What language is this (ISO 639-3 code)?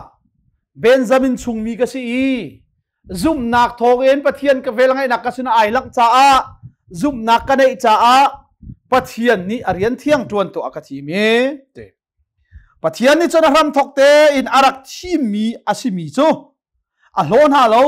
cnh